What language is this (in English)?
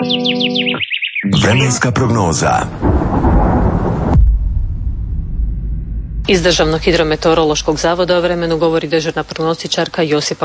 Croatian